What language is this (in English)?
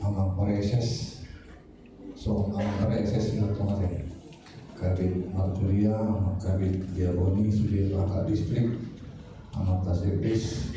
Batak Toba